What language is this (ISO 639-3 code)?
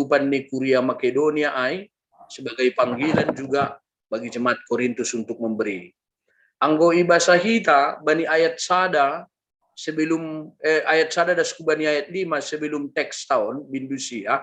bts